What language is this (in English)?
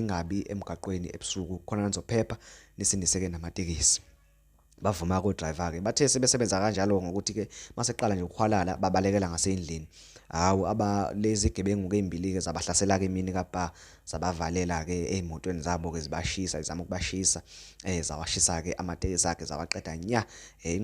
Zulu